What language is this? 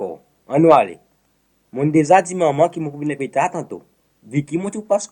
Seselwa Creole French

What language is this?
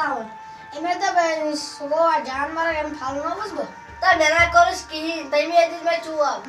Kashmiri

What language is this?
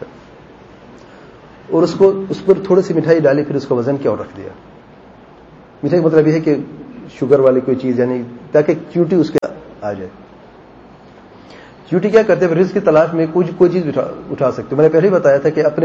Urdu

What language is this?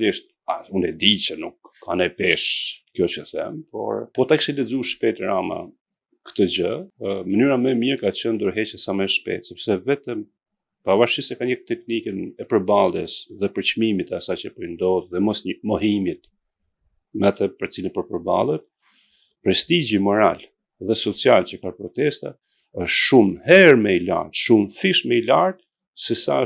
Albanian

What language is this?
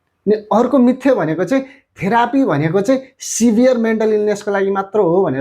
Nepali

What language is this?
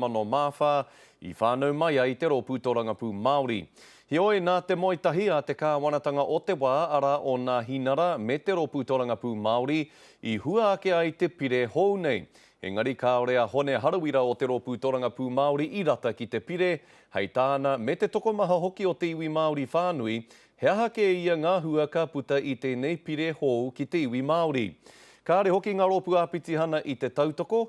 Māori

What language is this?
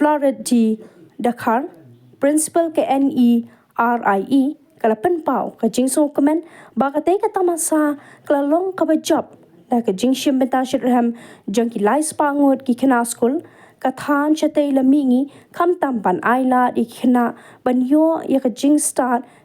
Khasi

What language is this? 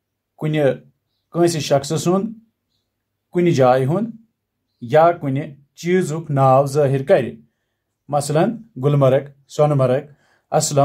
Kashmiri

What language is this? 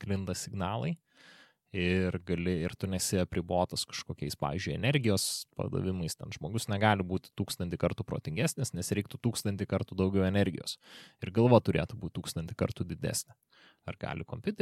Lithuanian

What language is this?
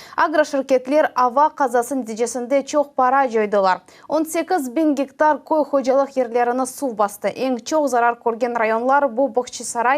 Crimean Tatar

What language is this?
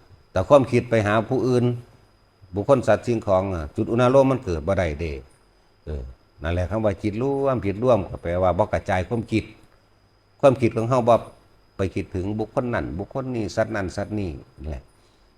Northeastern Thai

